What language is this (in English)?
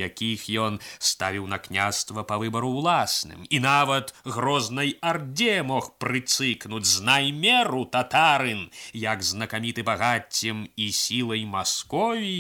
Belarusian